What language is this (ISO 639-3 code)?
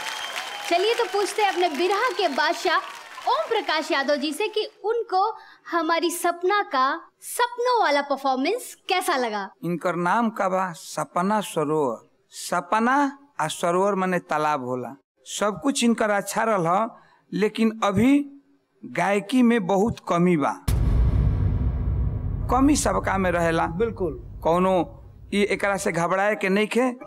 bho